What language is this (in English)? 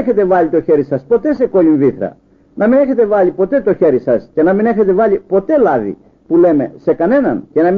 Greek